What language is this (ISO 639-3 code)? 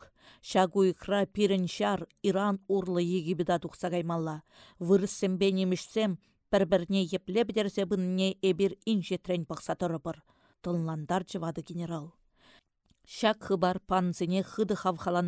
chv